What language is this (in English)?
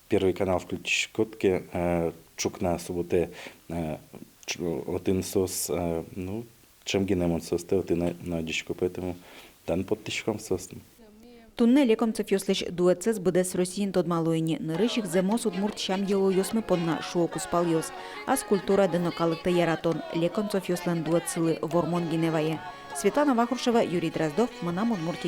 Udmurt